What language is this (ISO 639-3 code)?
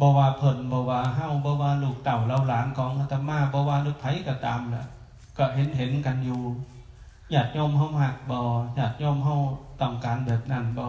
tts